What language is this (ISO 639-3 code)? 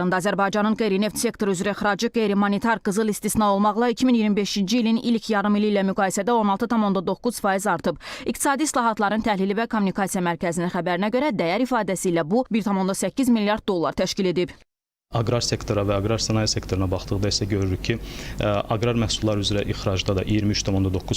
aze